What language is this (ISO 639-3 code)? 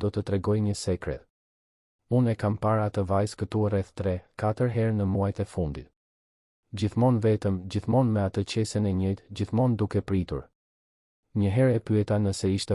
sqi